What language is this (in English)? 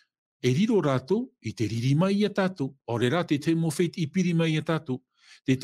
Tahitian